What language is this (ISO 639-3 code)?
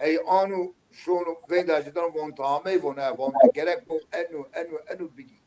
zza